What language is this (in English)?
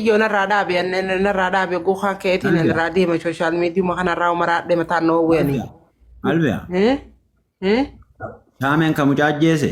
Oromo